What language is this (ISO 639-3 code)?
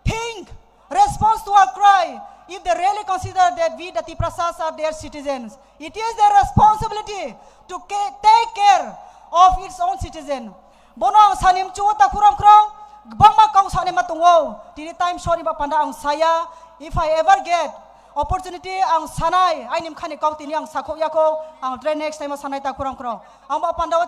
trp